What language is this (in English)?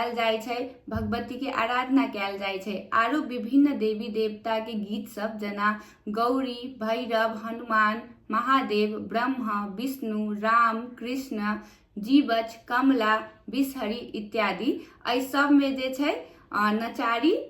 Maithili